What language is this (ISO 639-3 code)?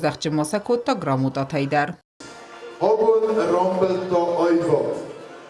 oss